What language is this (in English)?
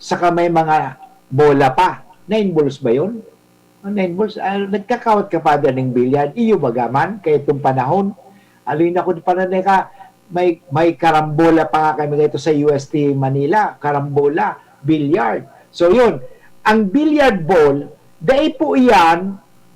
Bikol